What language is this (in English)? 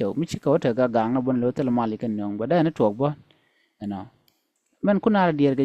Nuer